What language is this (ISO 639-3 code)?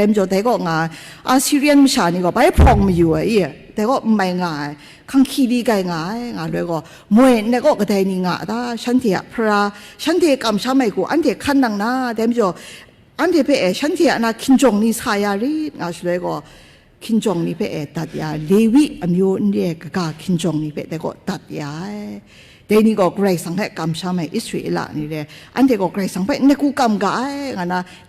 kac